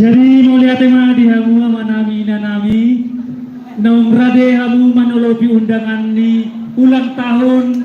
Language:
Batak Toba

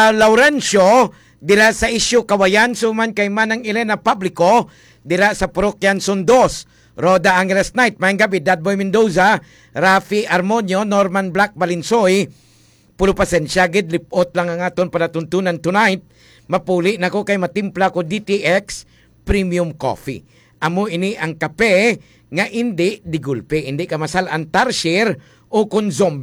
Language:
Hiligaynon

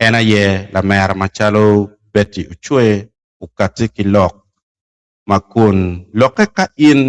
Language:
Acoli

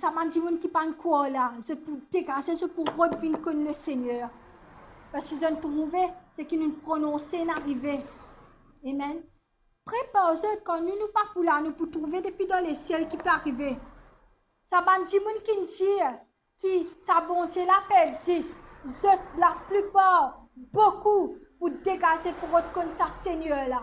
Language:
Morisyen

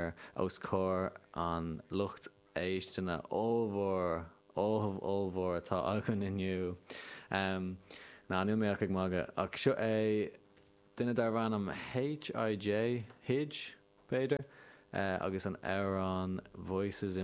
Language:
Irish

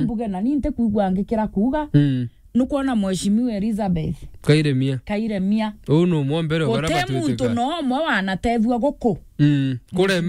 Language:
Meru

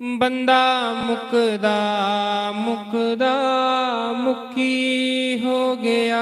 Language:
Dogri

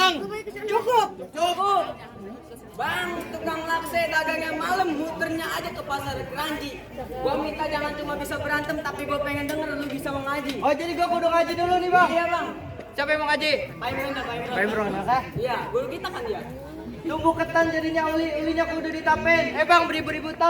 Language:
Betawi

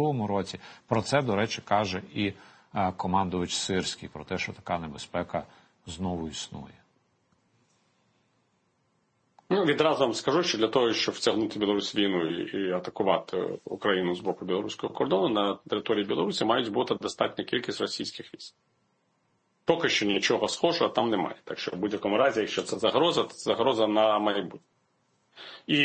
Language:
Ukrainian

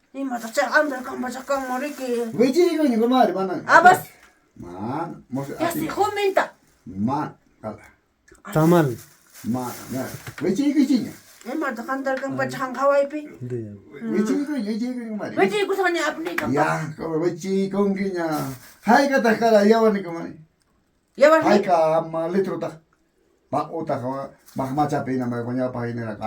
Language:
Ayacucho Quechua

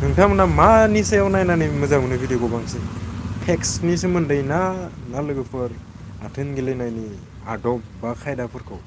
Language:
Bodo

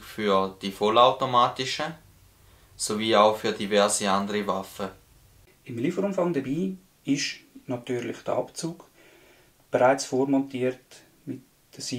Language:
Swiss German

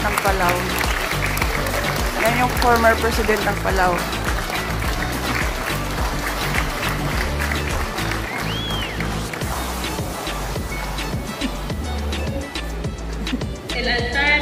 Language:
Filipino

